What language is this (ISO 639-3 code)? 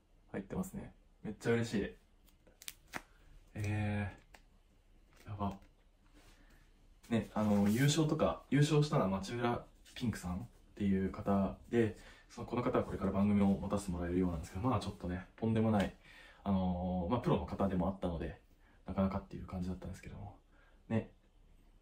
jpn